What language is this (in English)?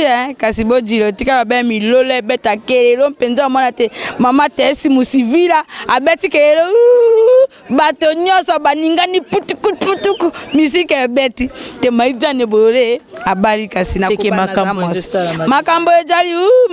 Lingala